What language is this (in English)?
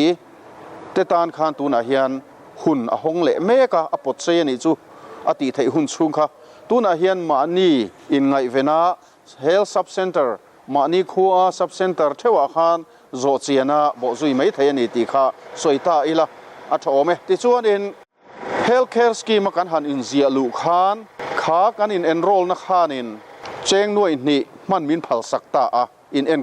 Mizo